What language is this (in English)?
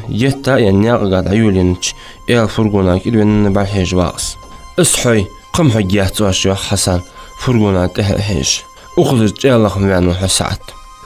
Ingush